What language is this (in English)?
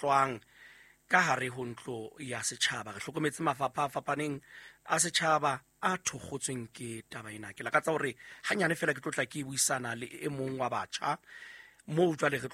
Southern Sotho